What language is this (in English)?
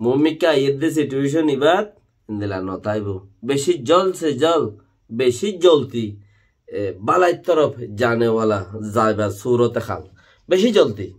Rohingya